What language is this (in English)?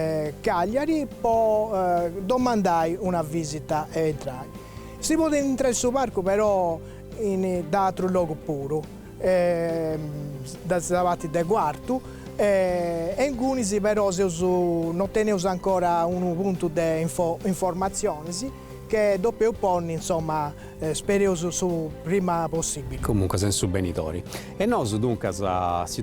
Sardinian